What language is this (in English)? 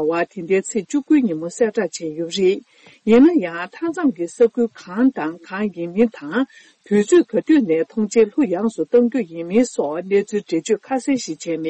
Tibetan